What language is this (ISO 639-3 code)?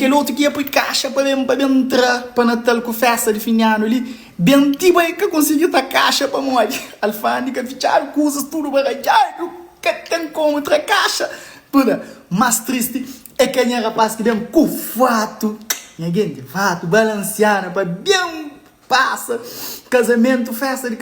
kea